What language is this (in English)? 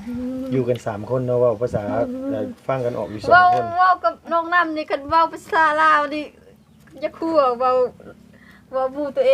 Lao